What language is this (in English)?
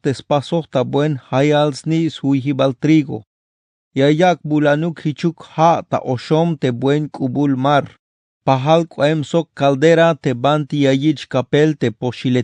Tzeltal